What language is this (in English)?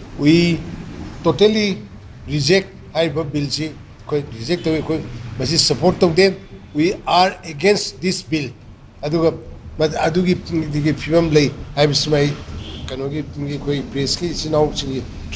Manipuri